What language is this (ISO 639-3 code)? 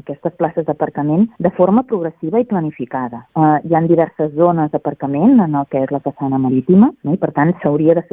cat